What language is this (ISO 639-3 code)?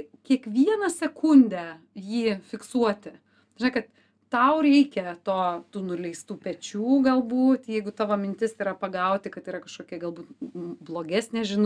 lit